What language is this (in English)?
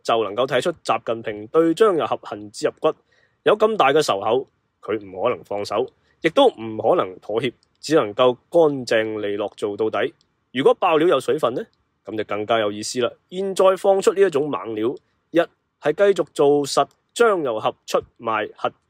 Cantonese